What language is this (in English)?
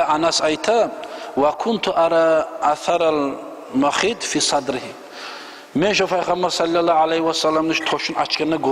Kumyk